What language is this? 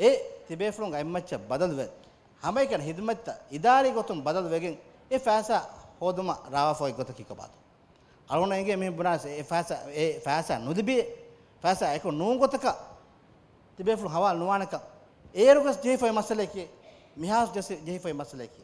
Divehi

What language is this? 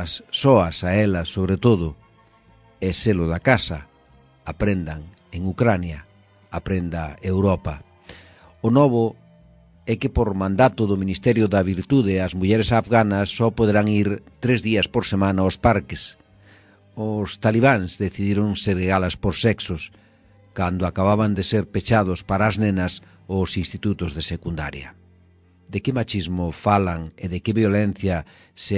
Galician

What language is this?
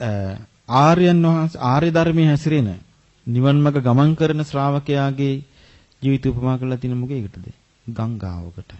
Sinhala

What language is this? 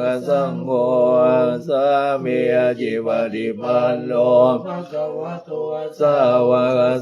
Pali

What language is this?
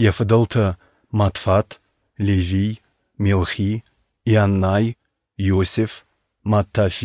Ossetic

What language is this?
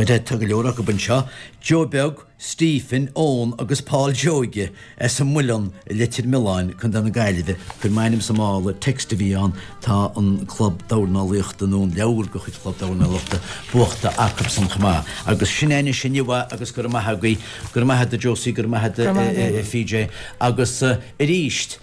Irish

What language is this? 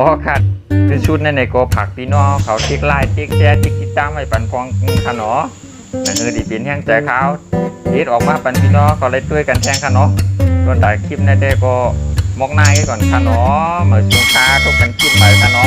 Shan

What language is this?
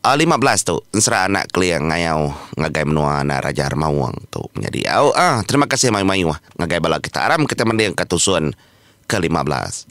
Iban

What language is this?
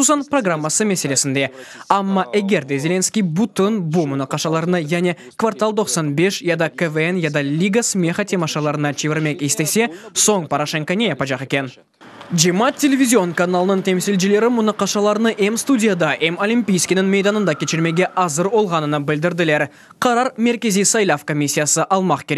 Crimean Tatar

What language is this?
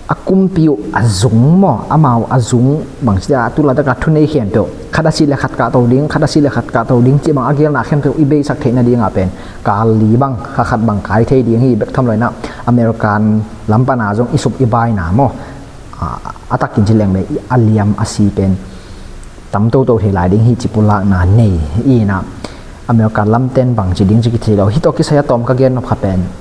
Tedim Chin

